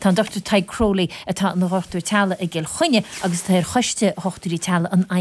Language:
Irish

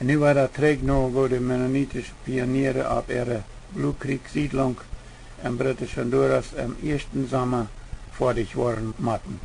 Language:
Plautdietsch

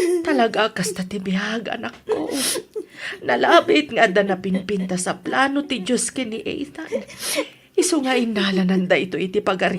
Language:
Iloko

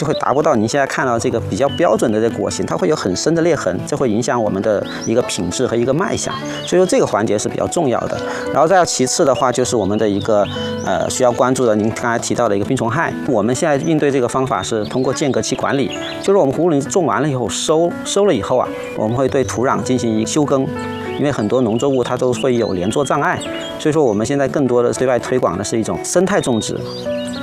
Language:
Chinese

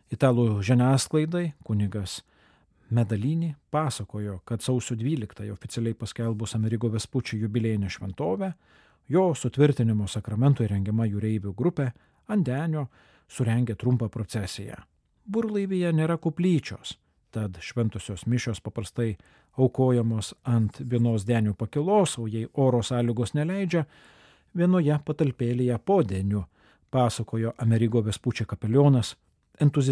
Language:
Lithuanian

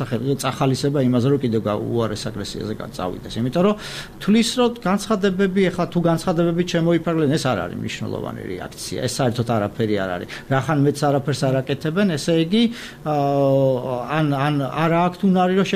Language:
Georgian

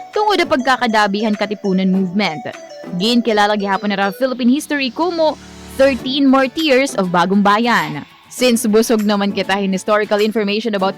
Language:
Waray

